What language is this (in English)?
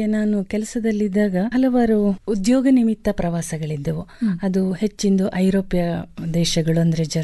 Kannada